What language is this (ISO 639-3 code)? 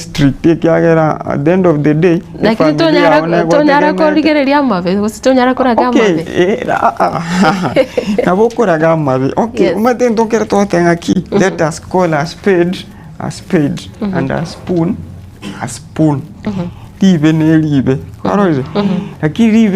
guz